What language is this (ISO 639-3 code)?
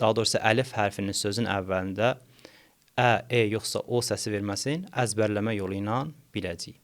aze